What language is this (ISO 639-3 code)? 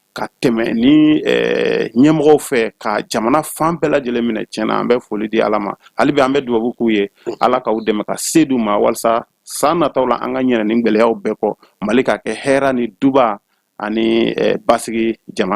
bam